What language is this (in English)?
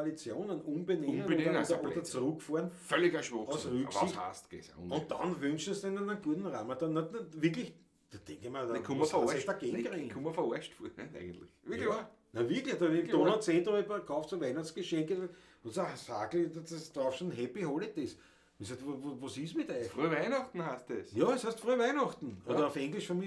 Bavarian